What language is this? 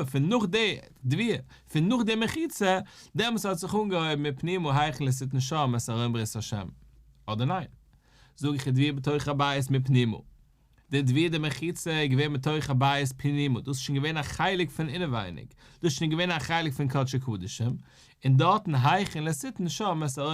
Yiddish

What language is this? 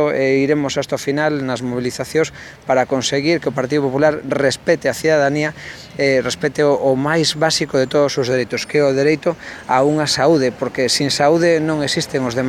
Galician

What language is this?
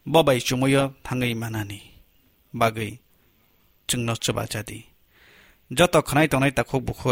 Kok Borok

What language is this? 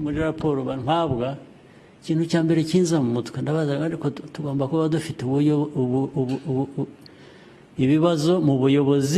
Kinyarwanda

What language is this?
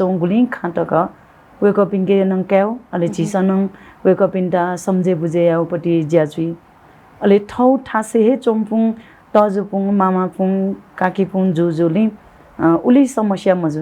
Newari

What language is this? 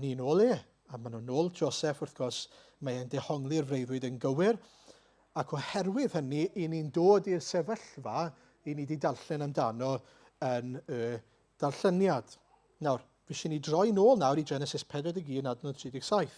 Welsh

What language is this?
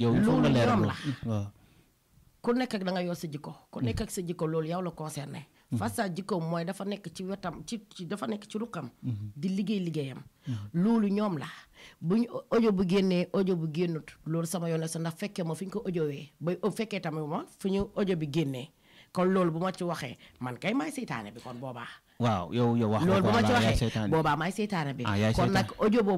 Wolof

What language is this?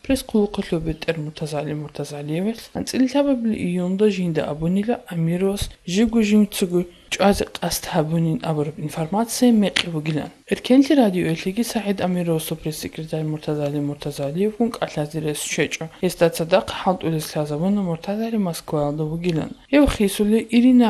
Avaric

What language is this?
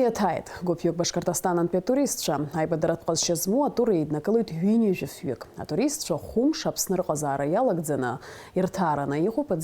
Abkhazian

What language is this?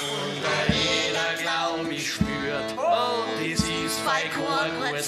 Bavarian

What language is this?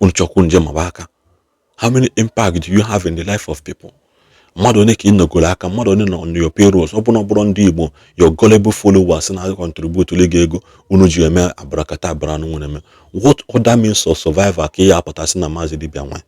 Igbo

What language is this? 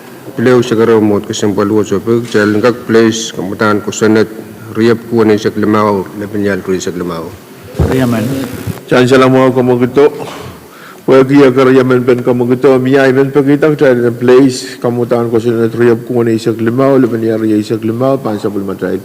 Pohnpeian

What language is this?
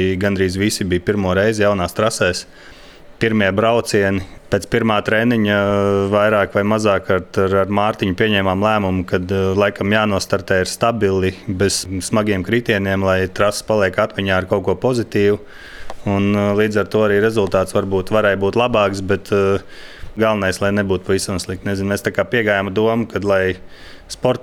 Latvian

